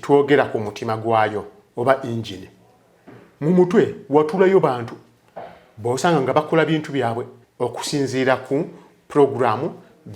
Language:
Ganda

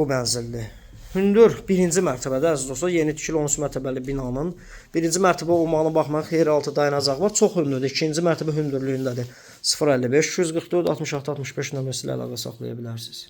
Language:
Azerbaijani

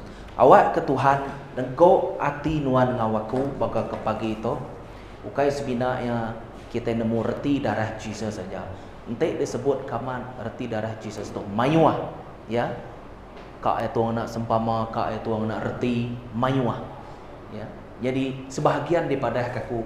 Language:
Iban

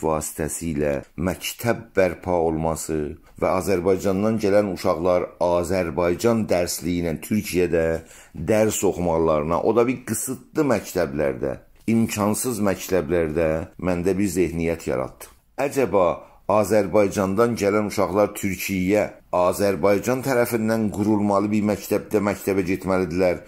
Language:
South Azerbaijani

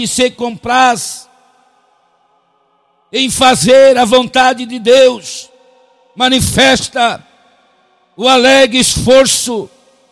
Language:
Portuguese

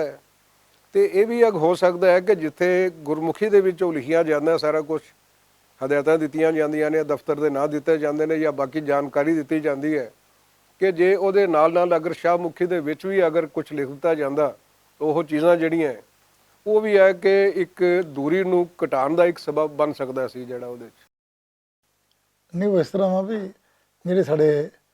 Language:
Western Panjabi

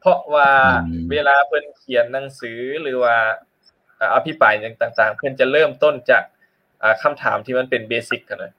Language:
Lao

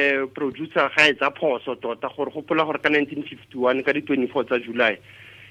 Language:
Tswana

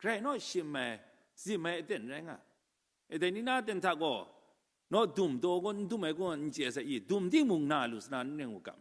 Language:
Kachin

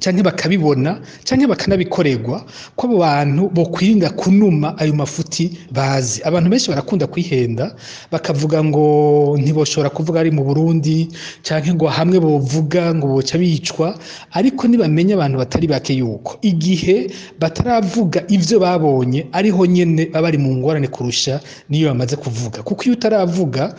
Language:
Rundi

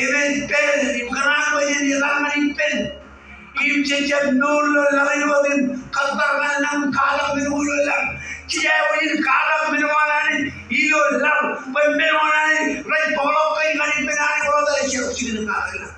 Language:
Marshallese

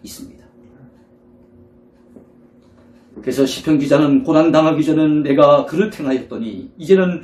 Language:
Korean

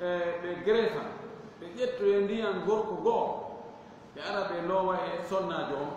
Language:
Fula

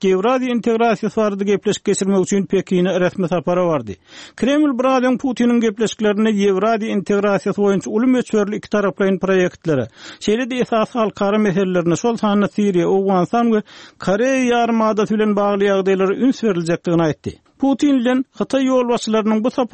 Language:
Turkmen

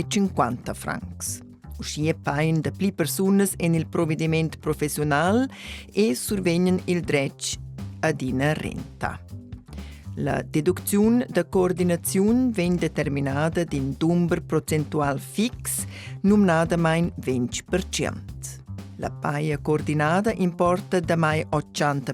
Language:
Romansh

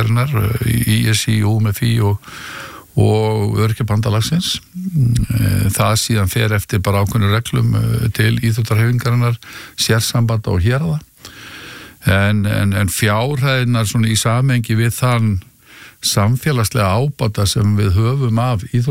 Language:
Icelandic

